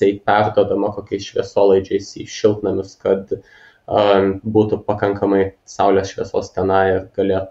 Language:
Lithuanian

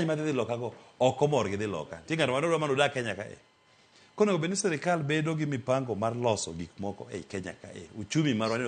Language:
Luo (Kenya and Tanzania)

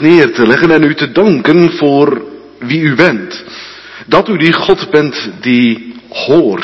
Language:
Dutch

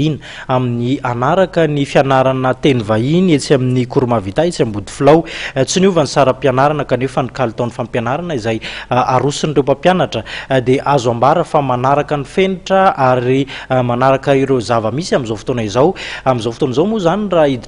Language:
Malagasy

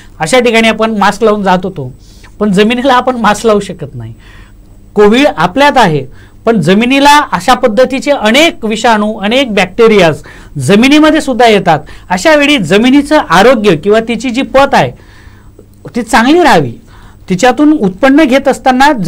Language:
Marathi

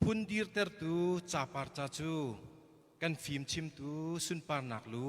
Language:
Hakha Chin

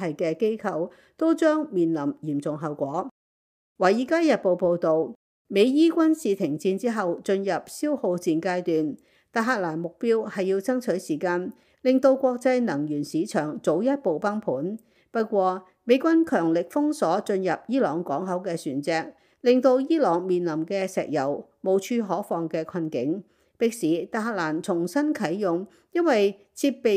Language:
Cantonese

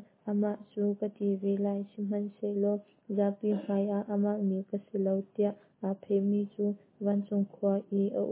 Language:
Hakha Chin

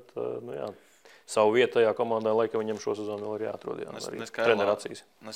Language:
Latvian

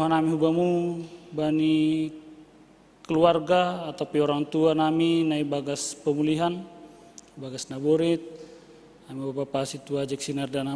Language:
Batak Simalungun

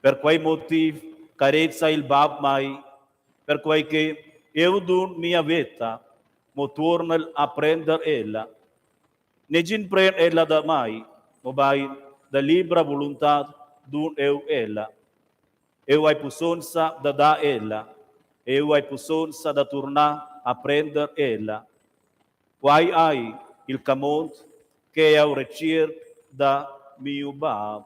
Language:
Romansh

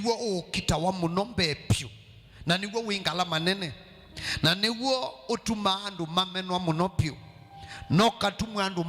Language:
Kamba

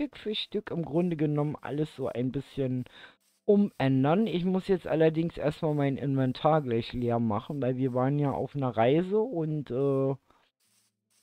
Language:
German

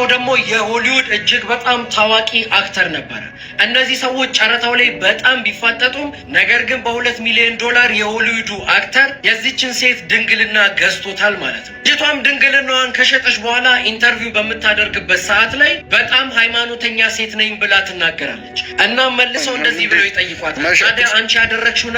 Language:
Amharic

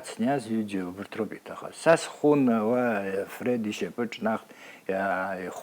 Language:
Abkhazian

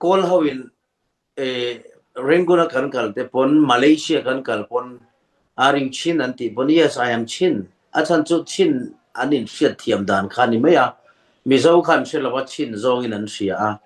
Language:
Hakha Chin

